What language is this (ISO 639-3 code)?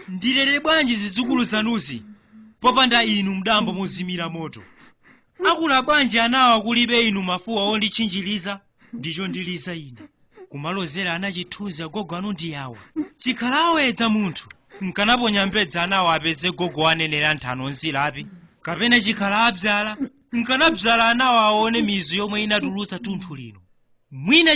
nya